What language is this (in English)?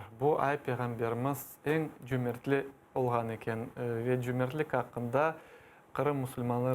Crimean Tatar